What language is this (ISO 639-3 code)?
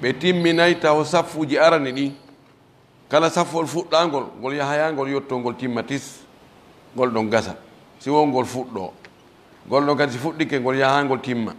ful